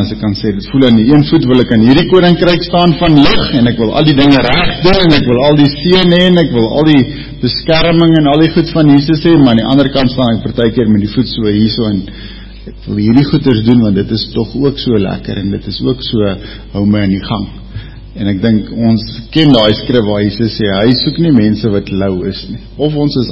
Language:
Afrikaans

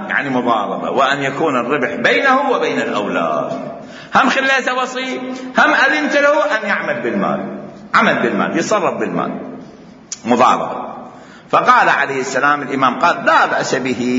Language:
Mesopotamian Arabic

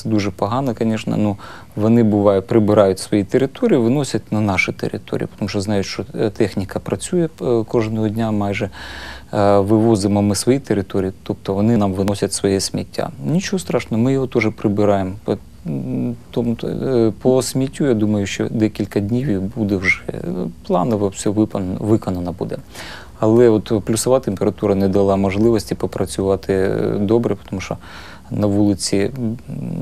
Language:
Ukrainian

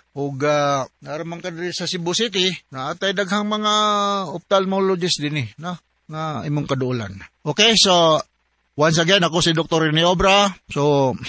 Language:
Cebuano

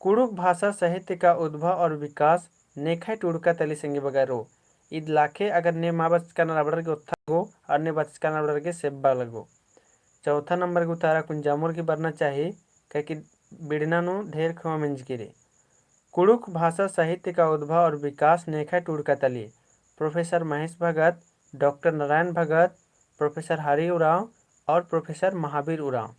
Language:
Kurukh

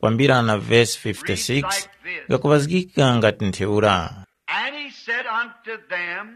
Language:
Tumbuka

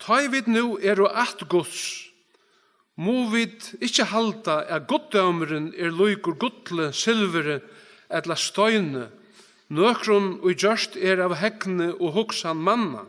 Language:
Faroese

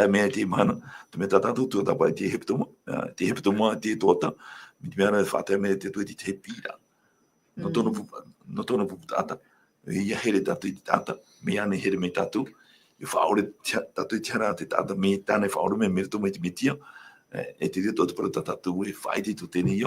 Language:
Tahitian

